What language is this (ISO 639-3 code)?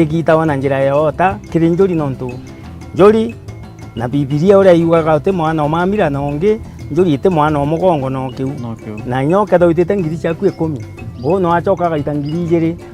mer